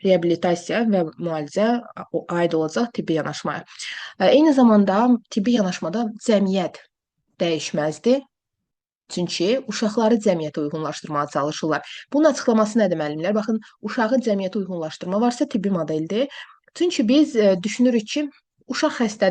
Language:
Azerbaijani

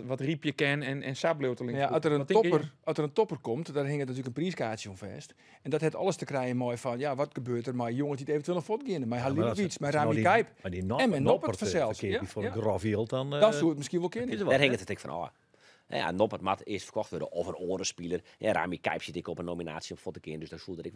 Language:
Western Frisian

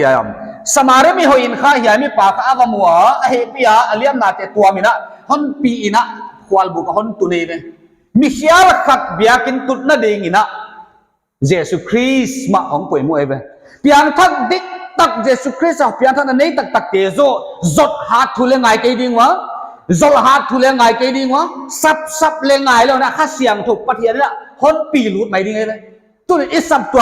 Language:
Paite Chin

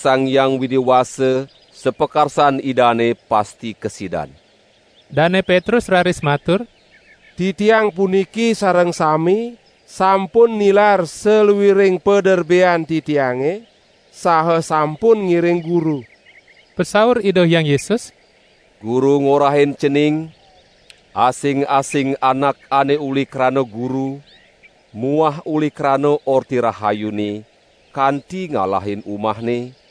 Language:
Balinese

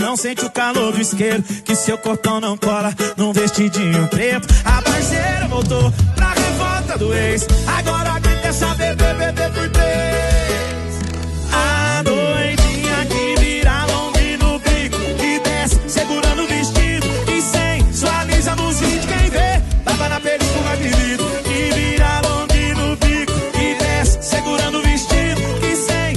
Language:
Portuguese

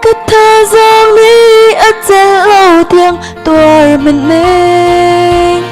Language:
Hakha Chin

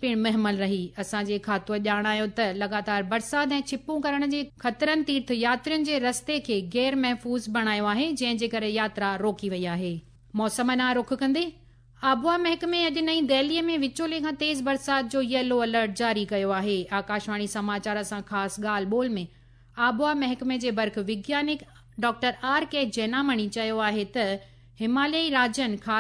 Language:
Sindhi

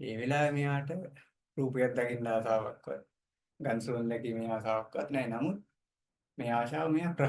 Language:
Sinhala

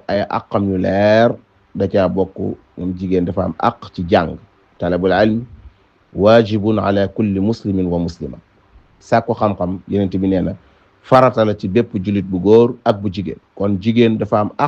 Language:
Wolof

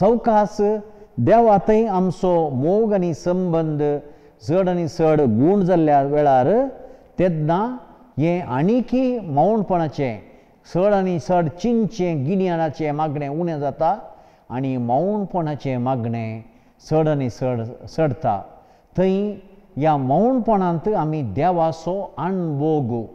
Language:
Konkani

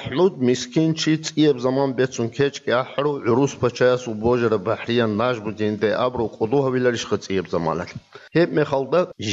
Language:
Avaric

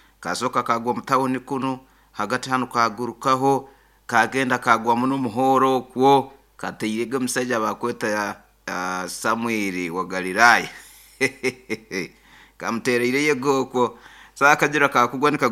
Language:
Nyoro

